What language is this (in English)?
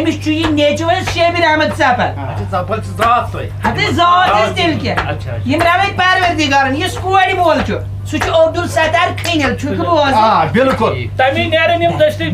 Kashmiri